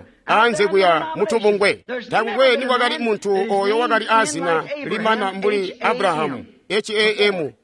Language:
Tonga (Zambia)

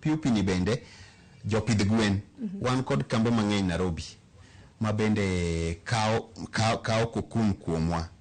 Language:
Luo (Kenya and Tanzania)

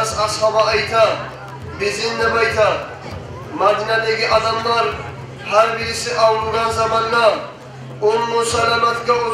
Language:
Kumyk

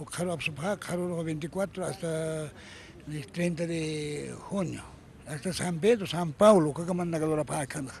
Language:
Aymara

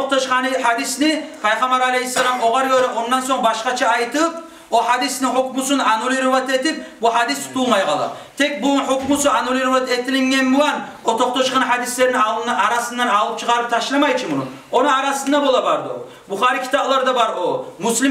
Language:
Kumyk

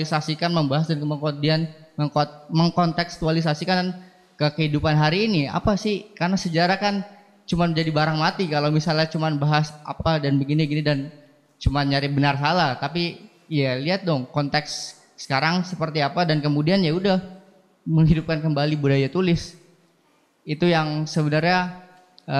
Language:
Indonesian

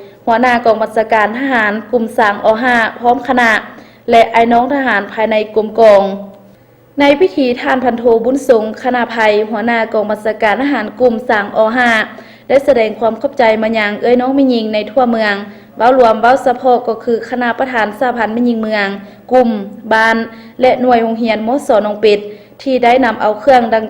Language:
Lao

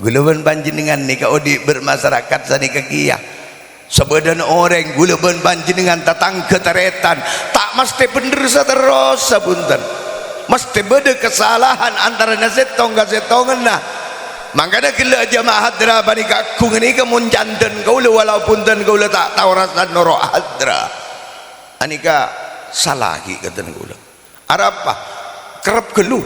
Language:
Madurese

